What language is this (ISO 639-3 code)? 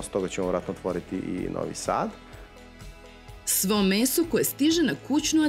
srp